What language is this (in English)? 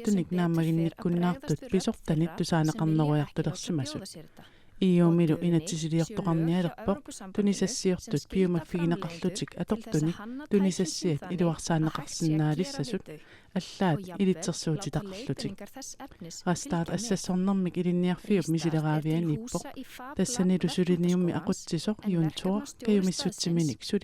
Kalaallisut